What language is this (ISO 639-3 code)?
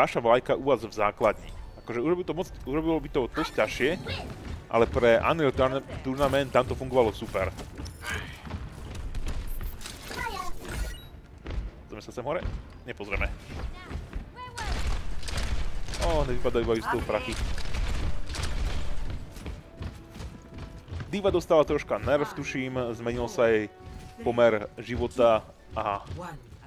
slk